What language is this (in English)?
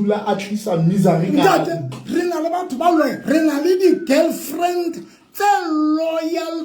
Southern Sotho